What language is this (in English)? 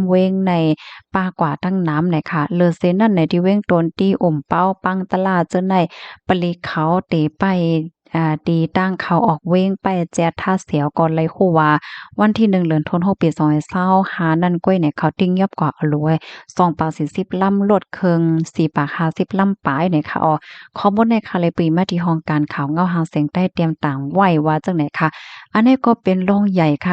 Shan